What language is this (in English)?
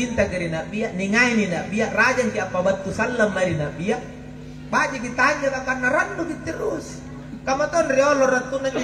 Makasar